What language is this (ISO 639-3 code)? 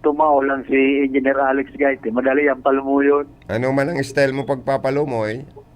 bik